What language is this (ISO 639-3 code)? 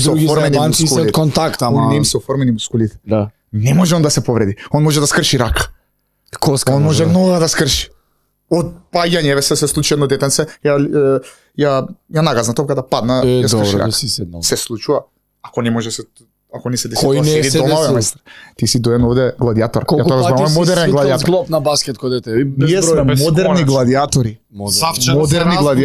mkd